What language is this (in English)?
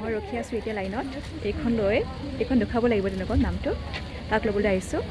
Assamese